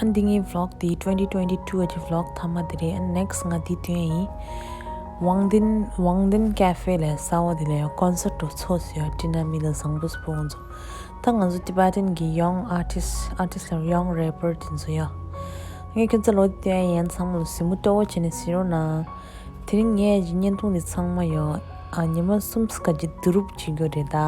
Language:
Tibetan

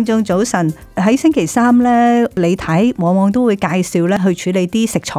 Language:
Cantonese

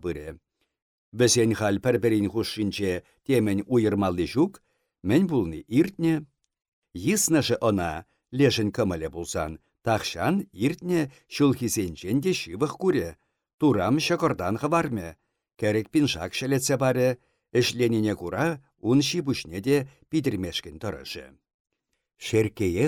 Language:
Chuvash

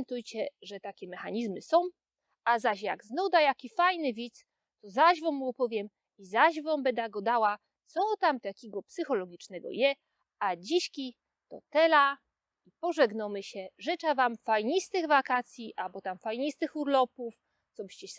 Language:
Silesian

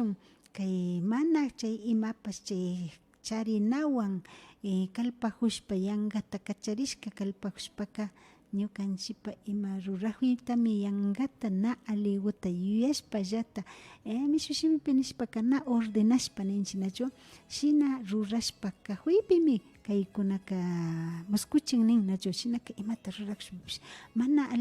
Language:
Imbabura Highland Quichua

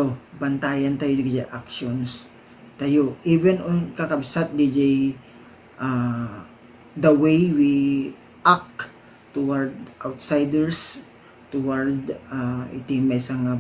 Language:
Iloko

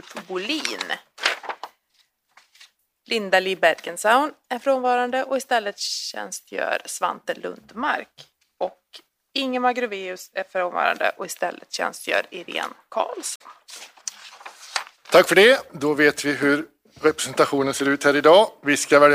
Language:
Swedish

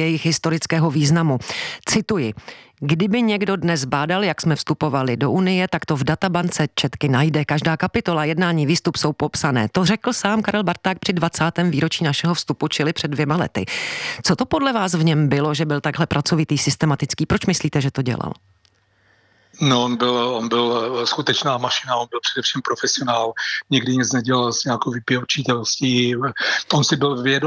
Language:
Czech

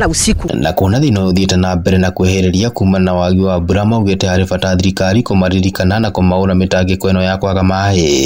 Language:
Kikuyu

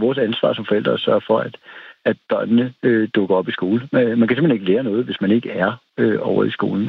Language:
Danish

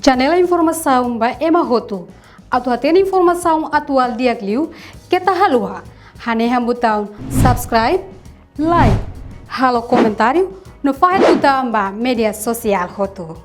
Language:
Tetum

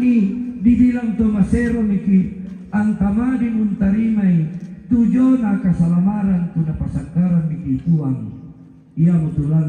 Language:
Toraja-Sa'dan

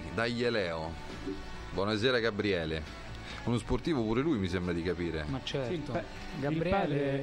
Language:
Italian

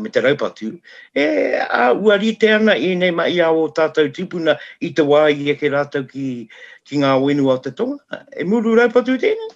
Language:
Māori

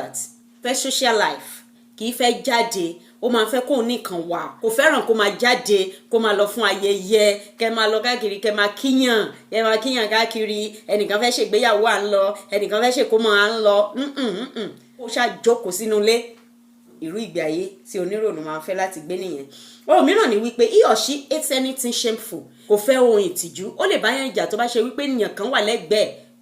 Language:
Yoruba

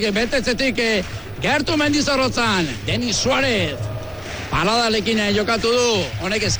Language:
Basque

